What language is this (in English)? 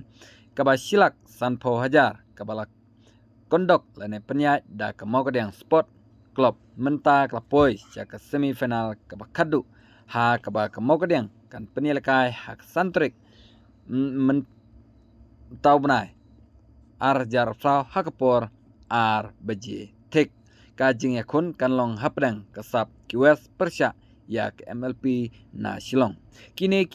Khasi